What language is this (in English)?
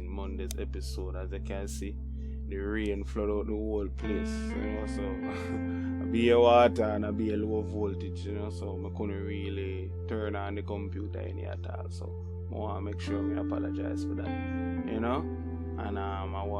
Jamaican Creole English